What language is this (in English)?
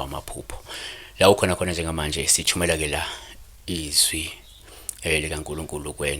Zulu